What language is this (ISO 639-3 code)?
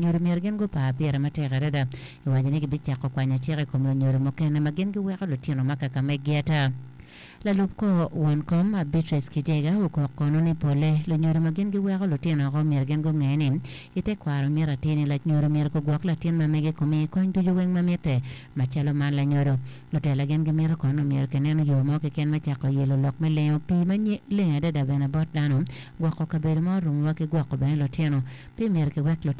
ach